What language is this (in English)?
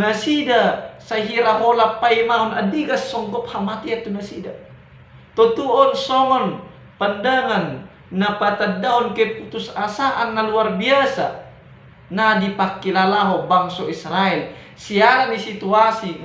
Batak Toba